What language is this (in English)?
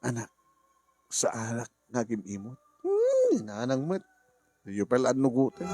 Iloko